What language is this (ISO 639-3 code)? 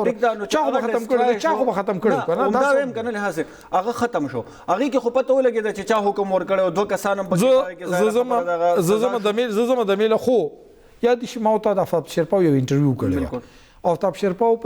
pus